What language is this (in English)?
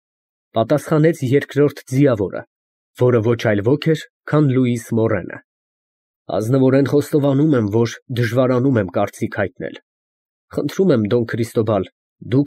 Armenian